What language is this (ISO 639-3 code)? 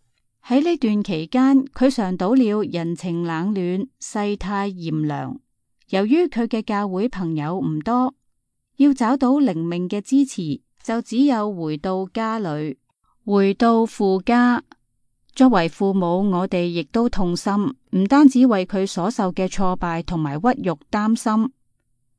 yue